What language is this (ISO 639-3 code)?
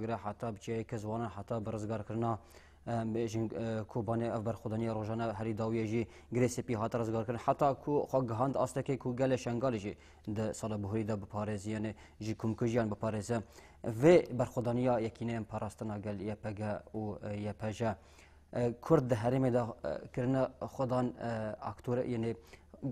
kur